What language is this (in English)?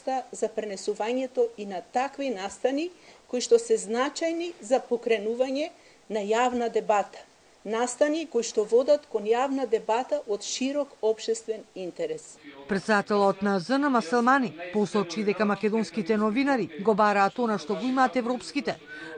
Macedonian